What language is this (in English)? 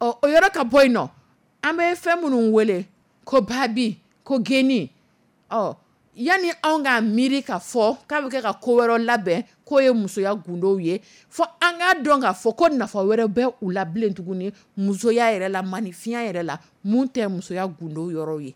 Dyula